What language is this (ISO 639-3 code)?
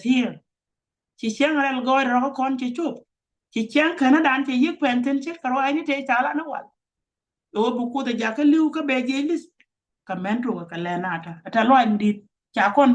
nus